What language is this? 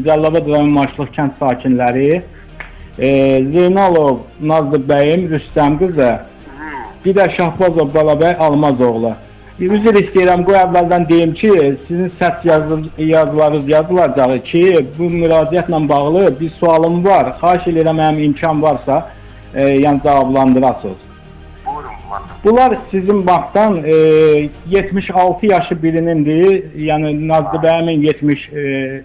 Azerbaijani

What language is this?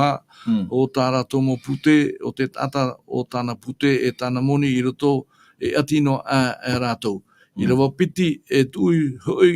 Tahitian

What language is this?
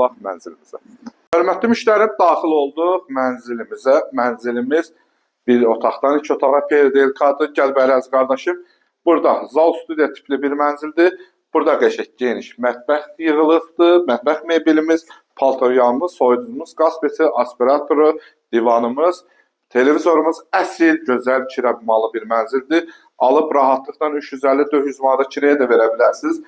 Azerbaijani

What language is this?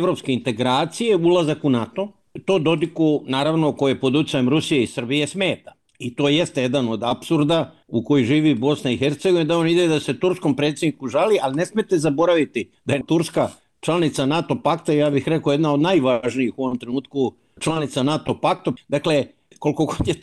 Bosnian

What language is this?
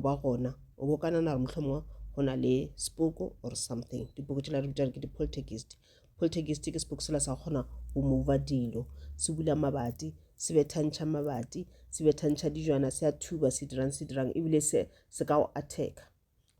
Northern Sotho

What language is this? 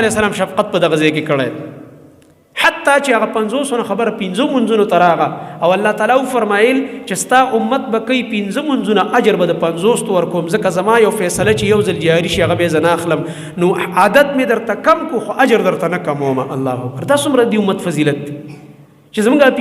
Pashto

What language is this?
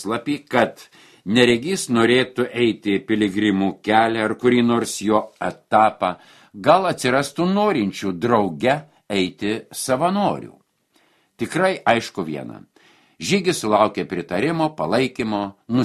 Lithuanian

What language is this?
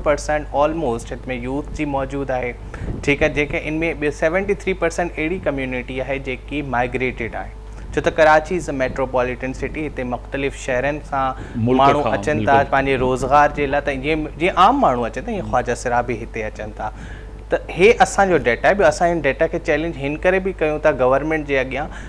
Sindhi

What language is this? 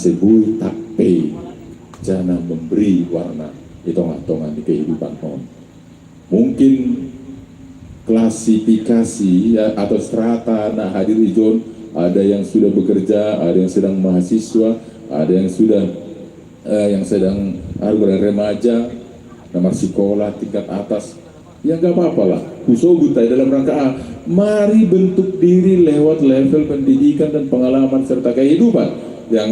Batak Simalungun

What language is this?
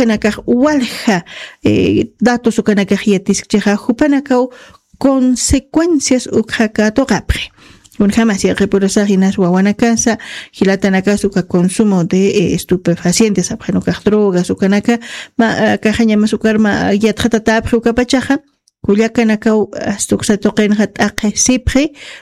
Aymara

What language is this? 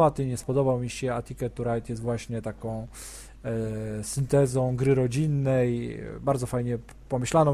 Polish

